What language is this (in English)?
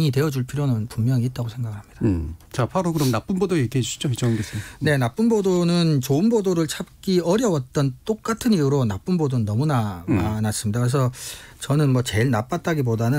Korean